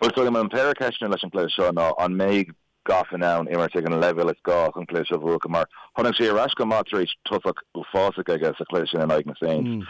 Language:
Irish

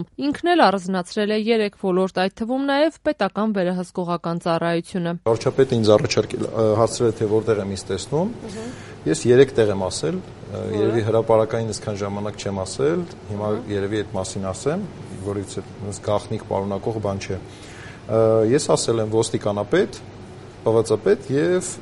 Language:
Armenian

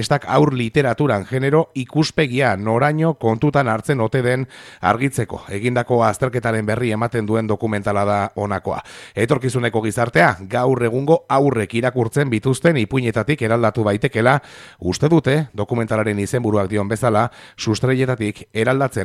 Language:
Basque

